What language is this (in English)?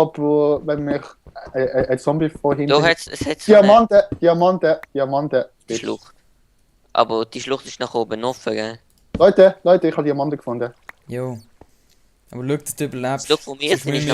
Swiss German